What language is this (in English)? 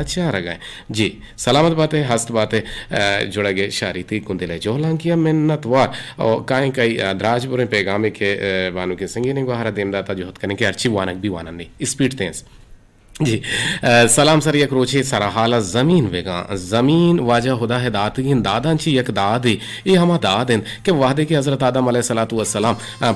Eastern Balochi